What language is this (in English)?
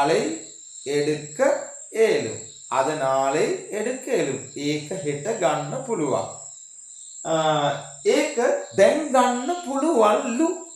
Sinhala